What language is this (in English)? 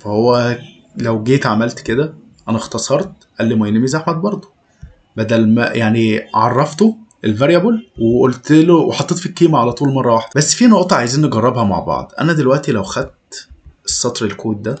Egyptian Arabic